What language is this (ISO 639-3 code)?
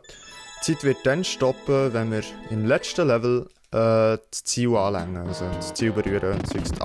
gsw